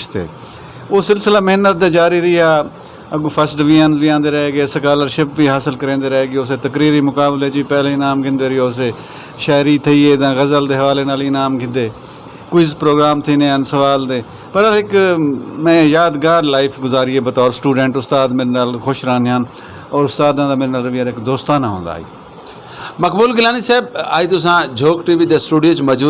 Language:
Saraiki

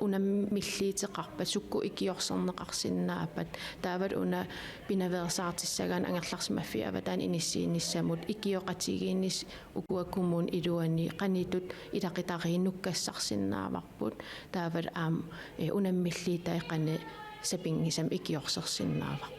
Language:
Kalaallisut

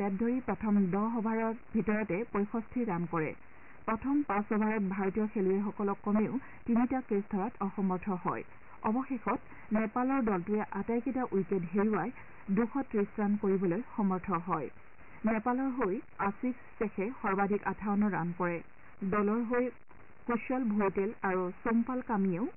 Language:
Assamese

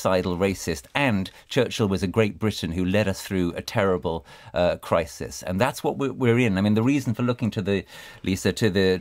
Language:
English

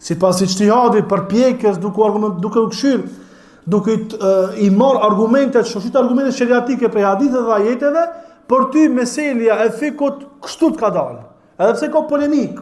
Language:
Albanian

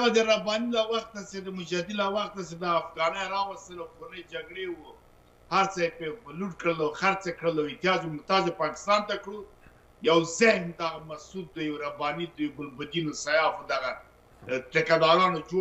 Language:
Pashto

